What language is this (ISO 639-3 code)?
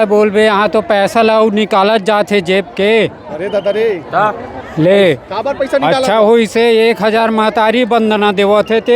hne